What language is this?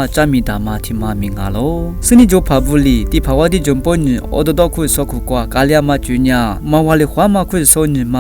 Lisu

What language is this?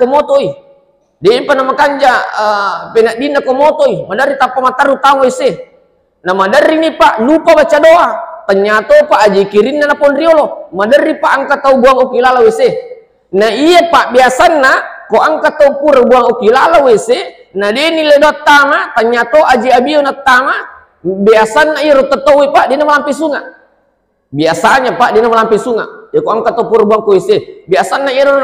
Buginese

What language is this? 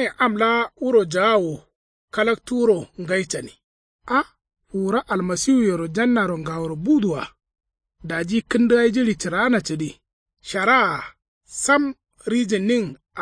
Kanuri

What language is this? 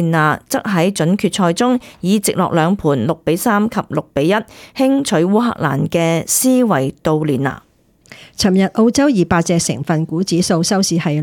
Cantonese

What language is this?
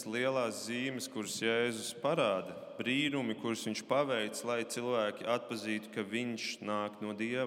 Latvian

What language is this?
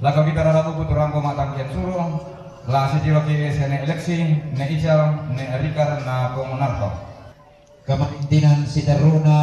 Toraja-Sa'dan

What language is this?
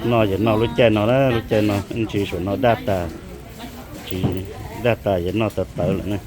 Hmong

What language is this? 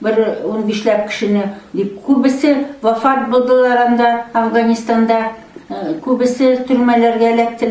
Tatar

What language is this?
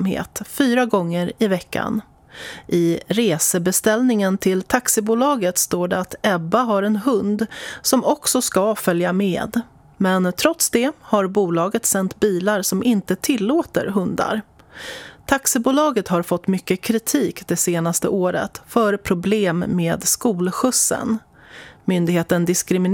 Swedish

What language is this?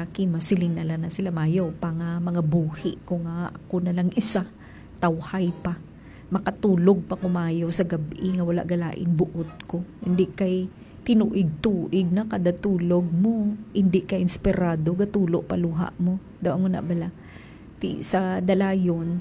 Hiligaynon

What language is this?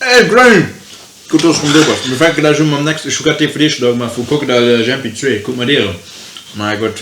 Luxembourgish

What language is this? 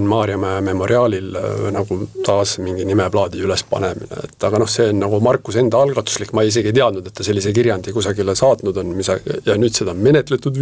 Estonian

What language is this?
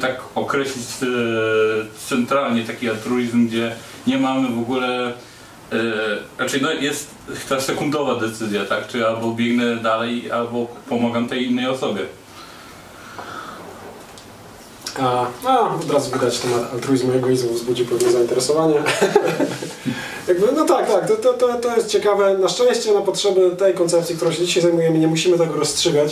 Polish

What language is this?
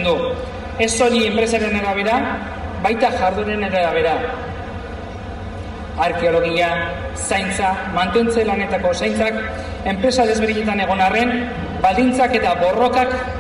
Basque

